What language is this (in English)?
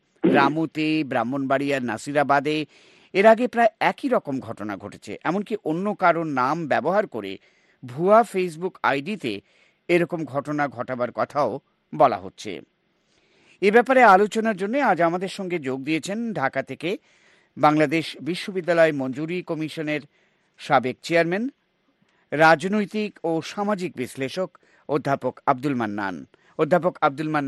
Bangla